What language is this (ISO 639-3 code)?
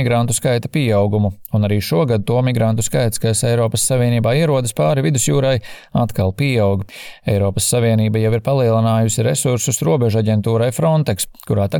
lav